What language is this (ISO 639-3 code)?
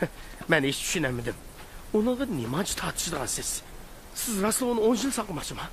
uig